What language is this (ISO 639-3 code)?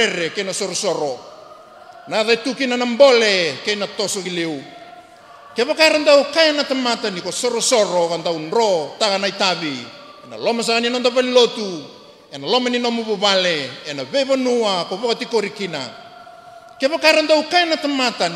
fij